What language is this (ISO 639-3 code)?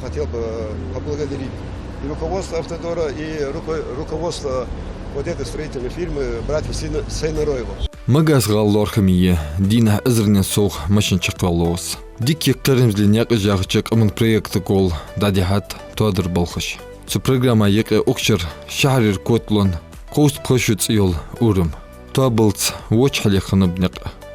inh